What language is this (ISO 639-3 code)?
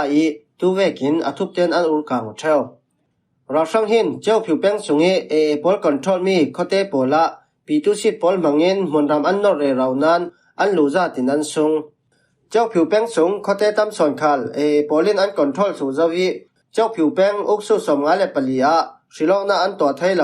cfm